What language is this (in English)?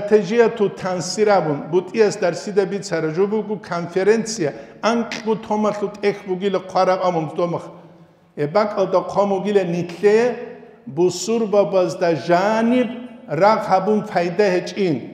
Avaric